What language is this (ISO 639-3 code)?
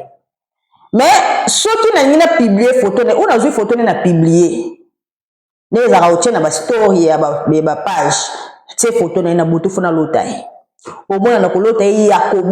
lin